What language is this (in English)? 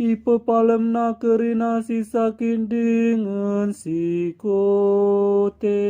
Batak Karo